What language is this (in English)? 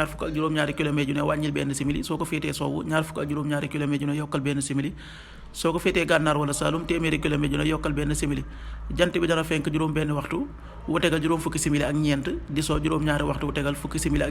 Wolof